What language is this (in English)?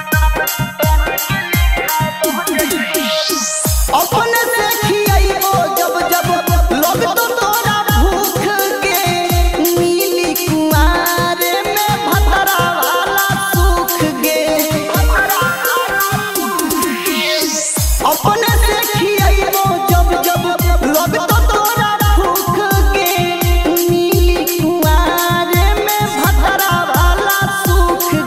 Bhojpuri